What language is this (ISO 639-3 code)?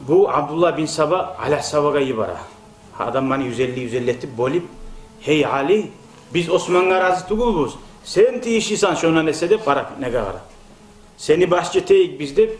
kum